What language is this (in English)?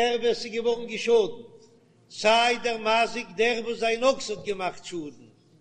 Yiddish